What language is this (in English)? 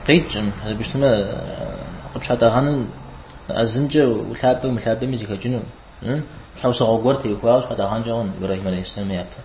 Kabardian